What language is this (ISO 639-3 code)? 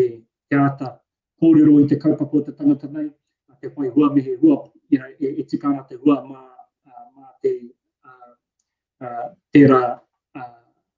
mri